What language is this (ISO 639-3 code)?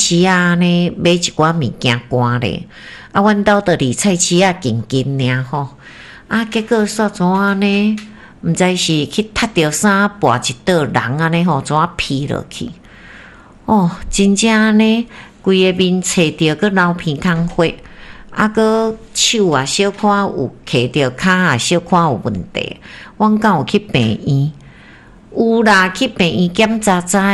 nan